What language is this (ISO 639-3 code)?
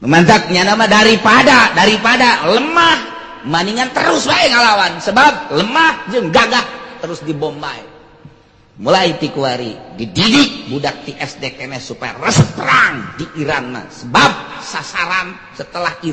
sun